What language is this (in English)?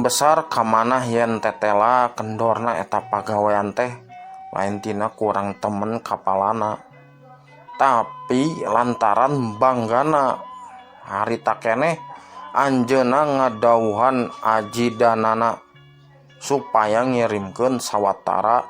Sundanese